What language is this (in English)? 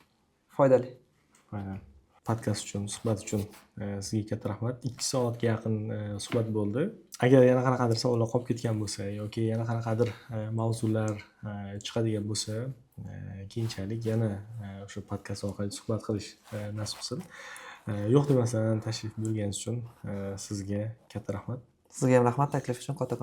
Uzbek